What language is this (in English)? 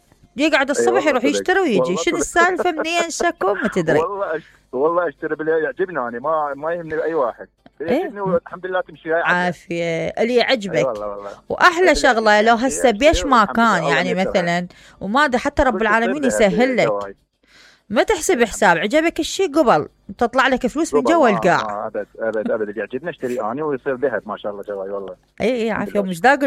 Mesopotamian Arabic